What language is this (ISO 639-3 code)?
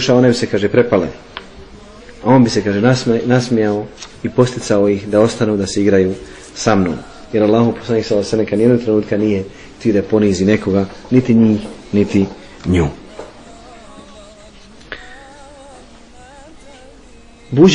bos